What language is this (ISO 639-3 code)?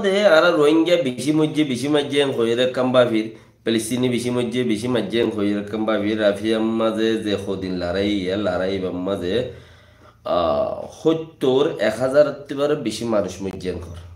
rhg